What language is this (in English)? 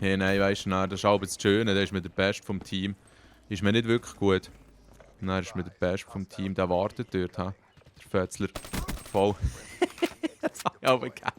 Swiss German